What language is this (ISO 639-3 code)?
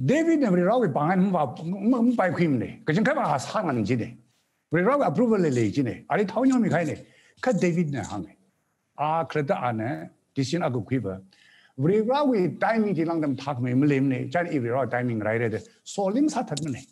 nmf